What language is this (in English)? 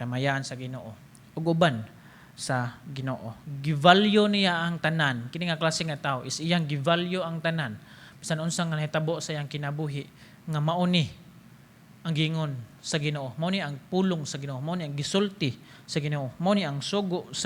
Cebuano